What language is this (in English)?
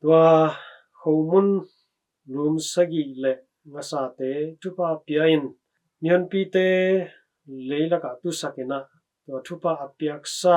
Tedim Chin